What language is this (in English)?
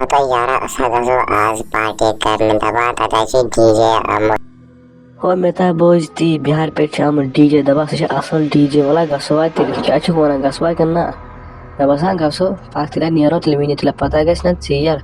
Kashmiri